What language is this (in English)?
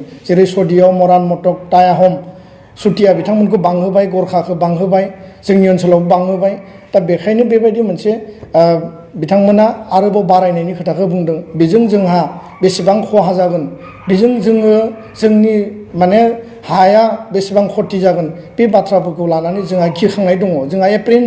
Bodo